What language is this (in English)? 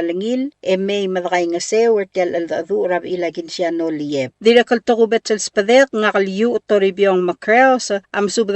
Palauan